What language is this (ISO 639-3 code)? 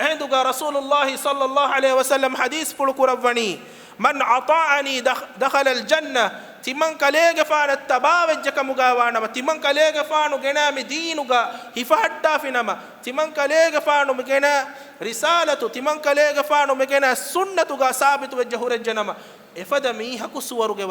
div